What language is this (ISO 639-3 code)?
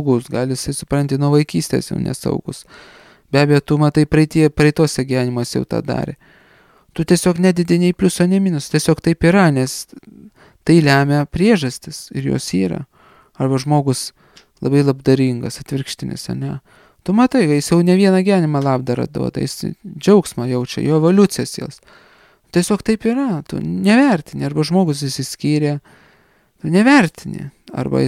lit